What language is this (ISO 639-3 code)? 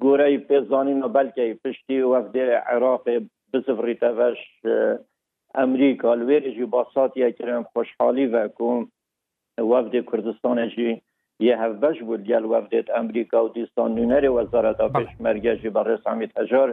kur